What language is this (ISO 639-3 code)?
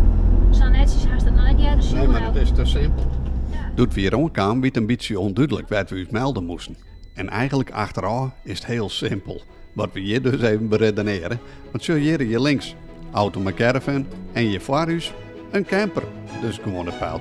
fry